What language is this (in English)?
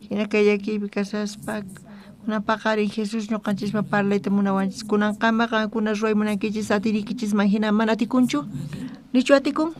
South Bolivian Quechua